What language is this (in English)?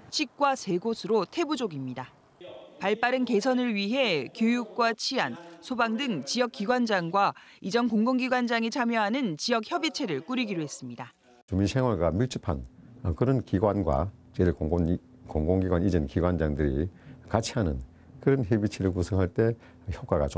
Korean